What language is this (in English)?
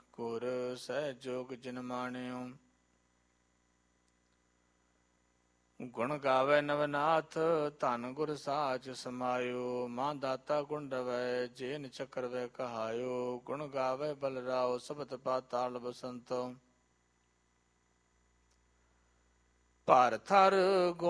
Punjabi